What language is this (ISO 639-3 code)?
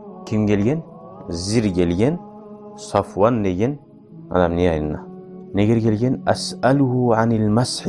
kum